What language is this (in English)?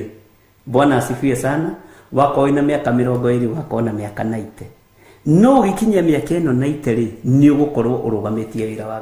Kikuyu